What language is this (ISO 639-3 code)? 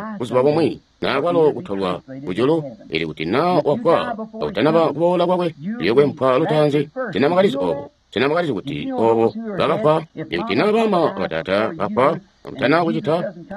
toi